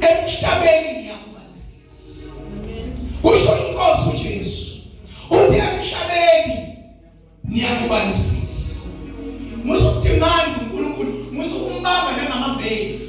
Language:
Zulu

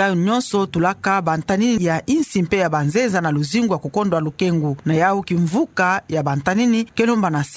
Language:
Kituba (Democratic Republic of Congo)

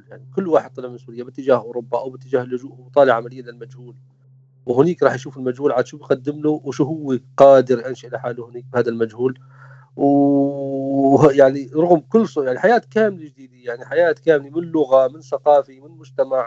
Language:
North Levantine Arabic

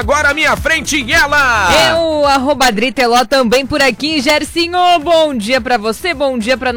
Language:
Portuguese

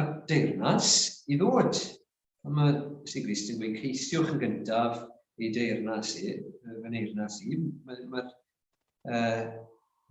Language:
Welsh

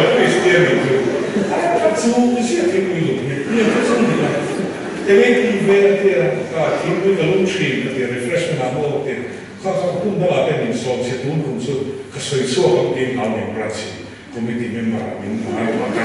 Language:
Mizo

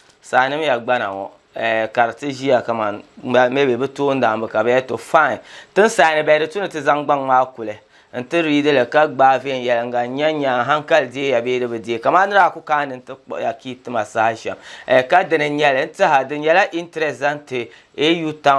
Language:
Dagbani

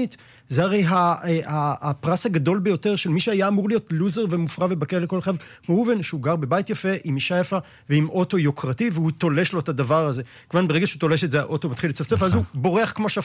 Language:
Hebrew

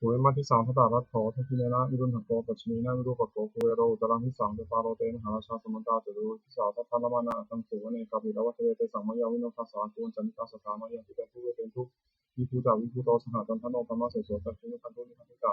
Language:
Pali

